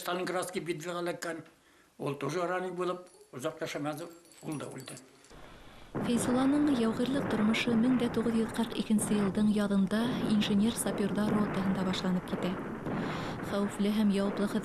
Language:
Bashkir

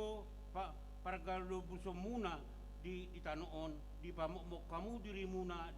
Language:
Batak Toba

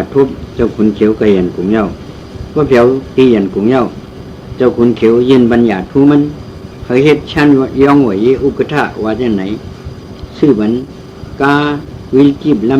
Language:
Shan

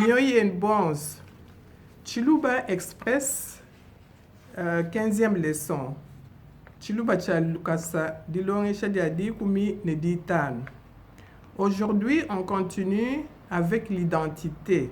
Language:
Luba-Lulua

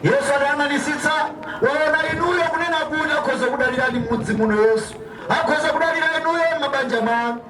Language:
Nyanja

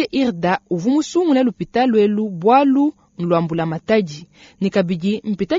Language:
Luba-Lulua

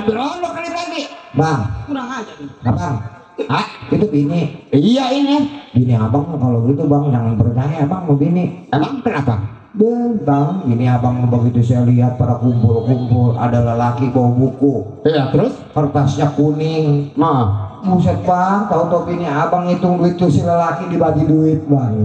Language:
Betawi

